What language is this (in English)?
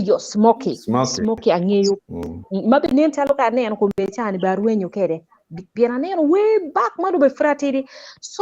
Acoli